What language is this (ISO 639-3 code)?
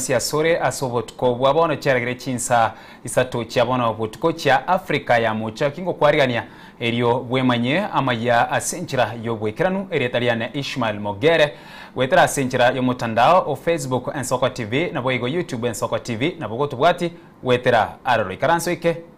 guz